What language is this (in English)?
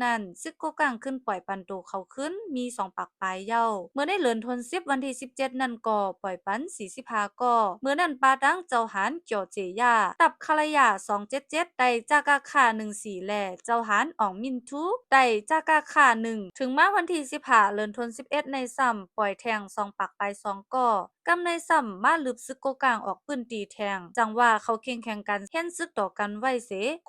Shan